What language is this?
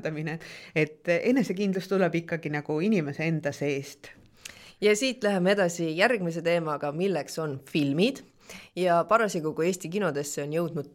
Estonian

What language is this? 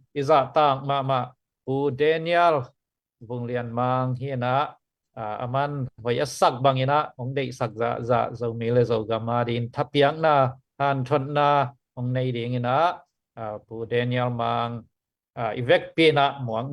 Tedim Chin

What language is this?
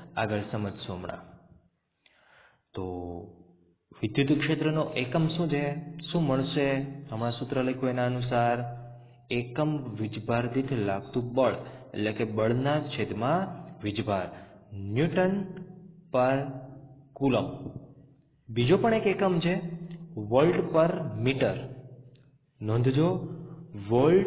Gujarati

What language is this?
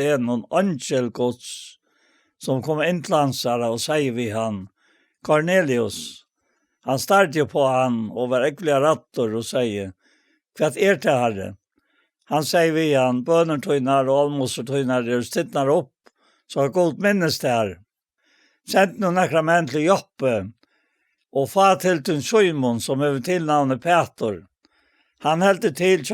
Faroese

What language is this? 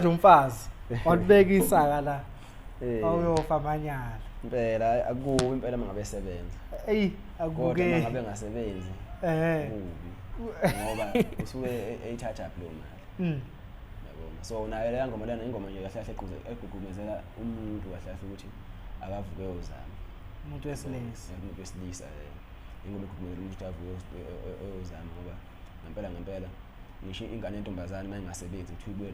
Zulu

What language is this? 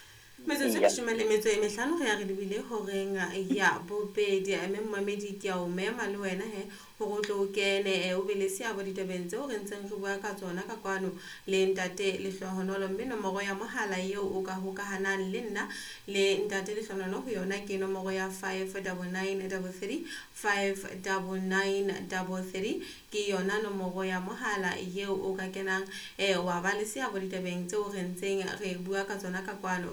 Southern Sotho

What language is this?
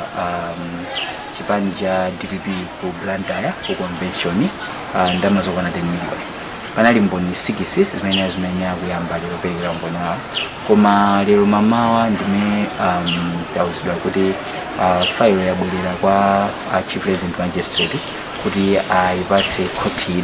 Nyanja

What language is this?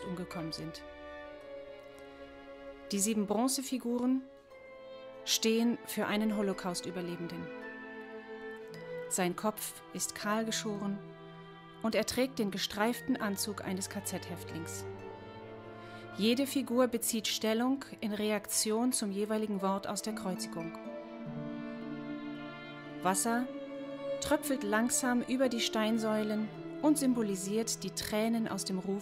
German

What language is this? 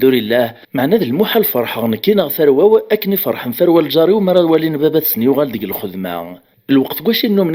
Kabyle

